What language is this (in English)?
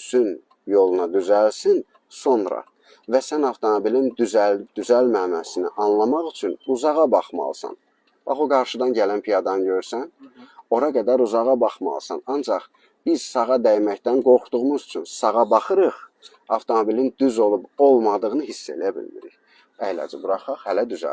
Azerbaijani